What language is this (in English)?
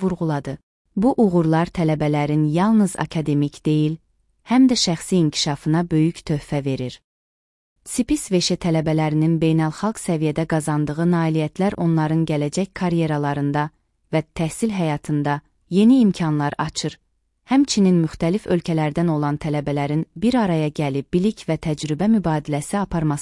Azerbaijani